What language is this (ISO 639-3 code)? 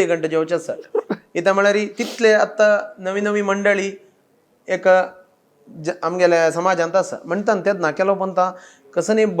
kok